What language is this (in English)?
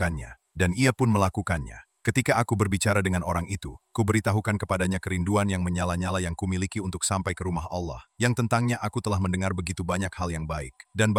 Indonesian